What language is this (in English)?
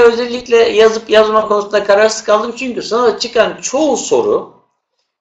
Turkish